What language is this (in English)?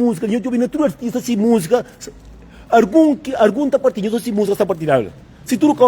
Kabuverdianu